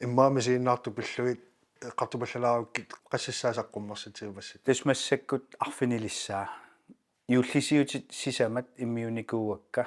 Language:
Kalaallisut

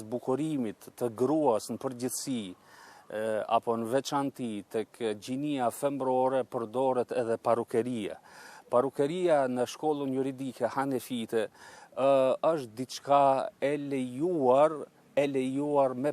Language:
Albanian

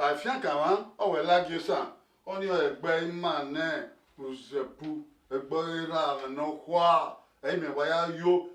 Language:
Bini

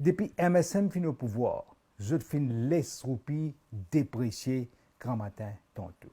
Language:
Morisyen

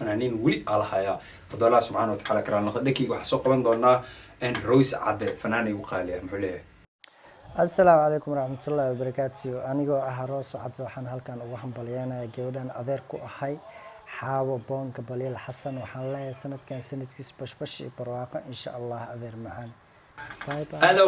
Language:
Somali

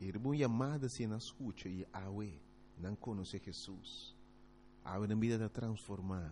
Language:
Papiamento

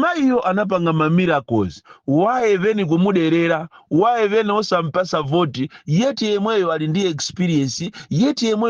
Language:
Nyanja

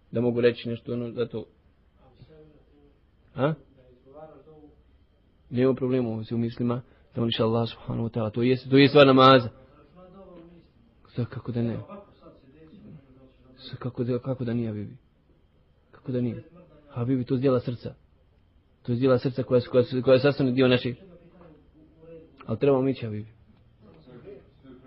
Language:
Bosnian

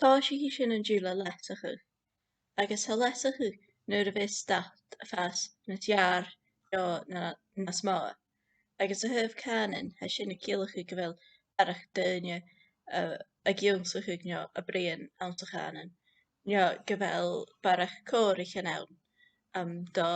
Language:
Scottish Gaelic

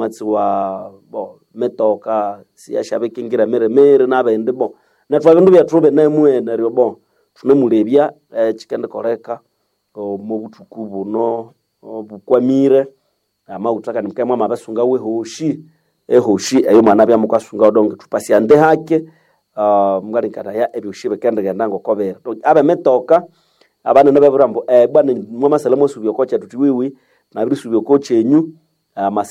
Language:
Nande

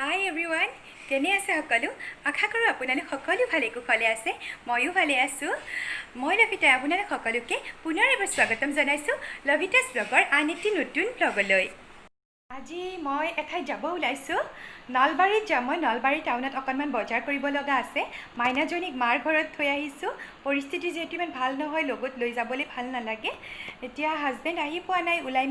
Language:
Assamese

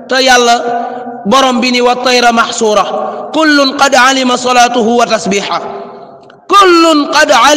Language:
Wolof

